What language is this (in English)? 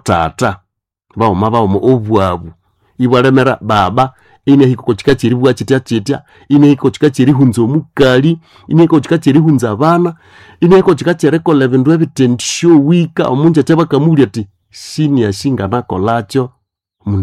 Nande